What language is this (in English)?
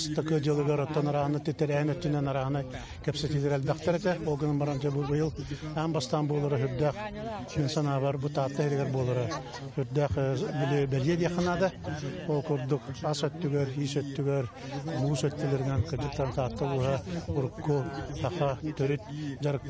Yakut